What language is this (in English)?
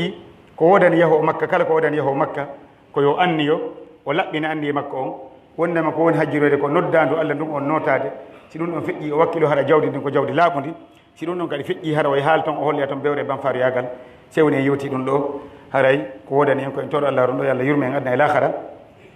Pular